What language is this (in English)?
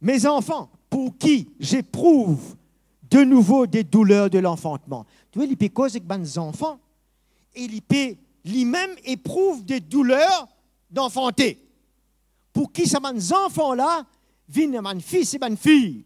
Morisyen